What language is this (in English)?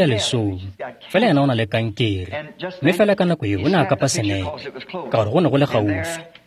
Tswana